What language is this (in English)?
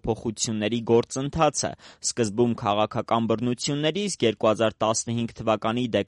Armenian